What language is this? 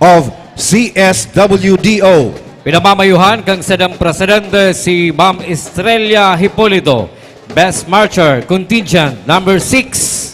Bikol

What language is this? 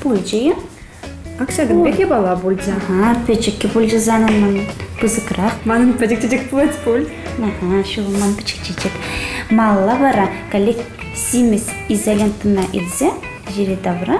Chuvash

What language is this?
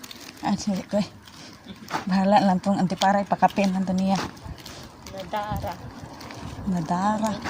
Cebuano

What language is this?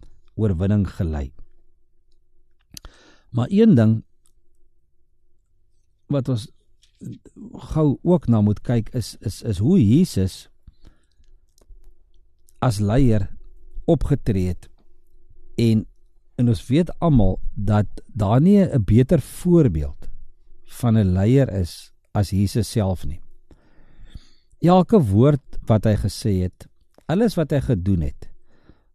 Afrikaans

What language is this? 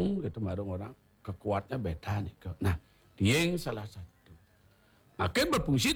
Balinese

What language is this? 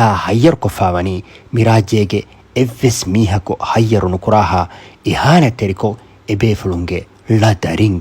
Divehi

